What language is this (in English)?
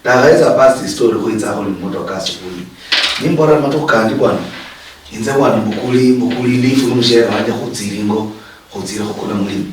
Luyia